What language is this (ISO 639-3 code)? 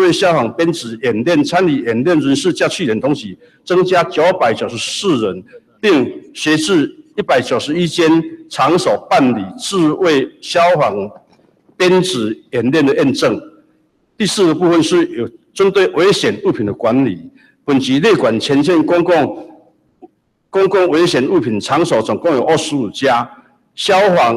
zho